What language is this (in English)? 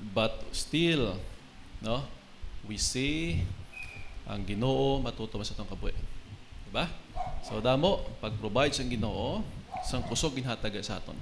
Hiligaynon